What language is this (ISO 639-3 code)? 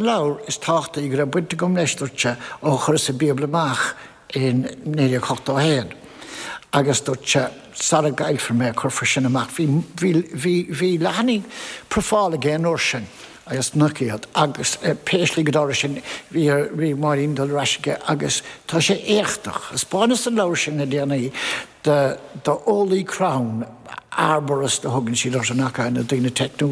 gle